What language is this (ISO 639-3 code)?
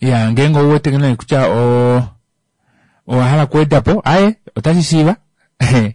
kua